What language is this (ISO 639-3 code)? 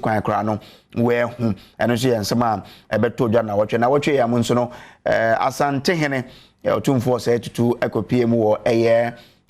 aka